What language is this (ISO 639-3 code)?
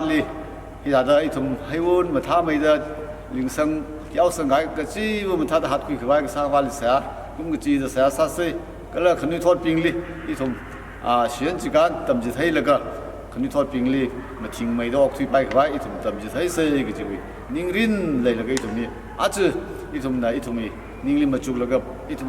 nmf